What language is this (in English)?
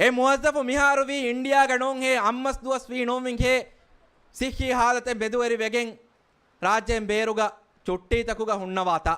Divehi